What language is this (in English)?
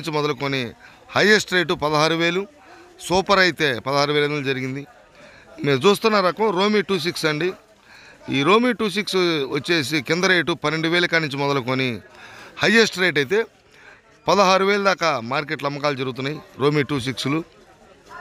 Telugu